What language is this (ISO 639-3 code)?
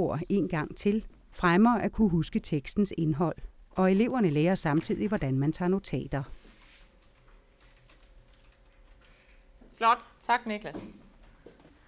dan